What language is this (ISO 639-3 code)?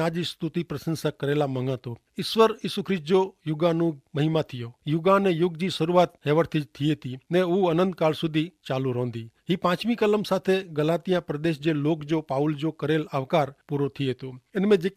kfr